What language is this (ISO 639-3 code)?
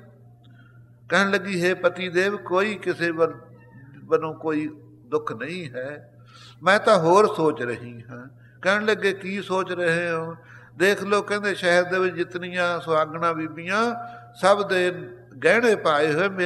pan